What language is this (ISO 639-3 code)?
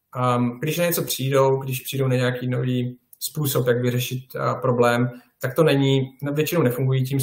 ces